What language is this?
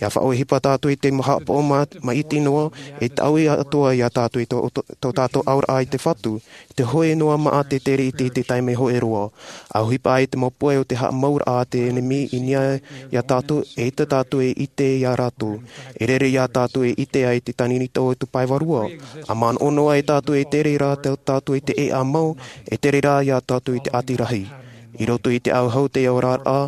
Tahitian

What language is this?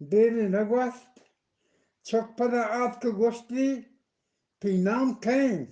Eastern Balochi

